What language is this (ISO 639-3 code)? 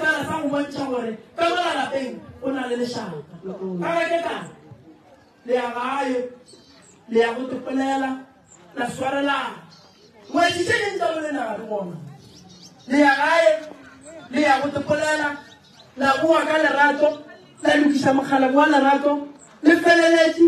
nso